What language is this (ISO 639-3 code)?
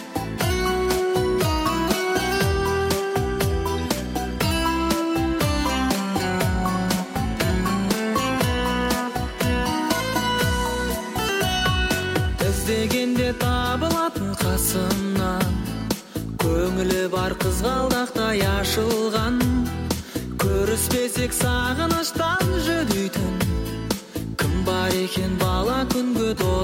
kaz